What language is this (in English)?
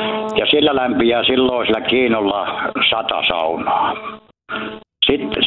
Finnish